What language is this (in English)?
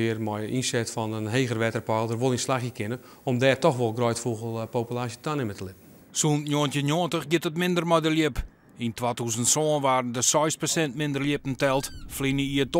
Western Frisian